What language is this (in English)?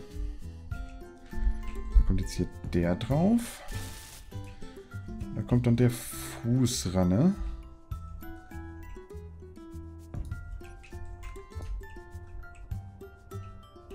German